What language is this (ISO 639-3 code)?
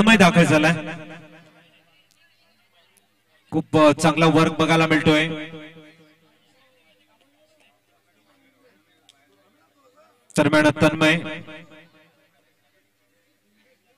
mar